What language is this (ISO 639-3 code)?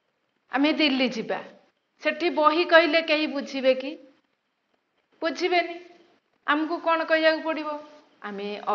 ori